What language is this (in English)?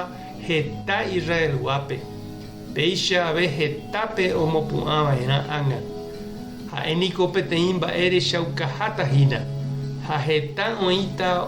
Guarani